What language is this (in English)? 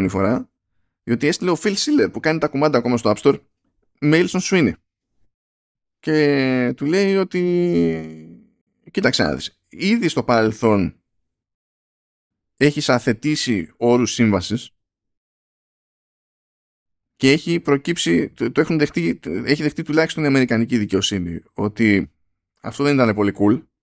Greek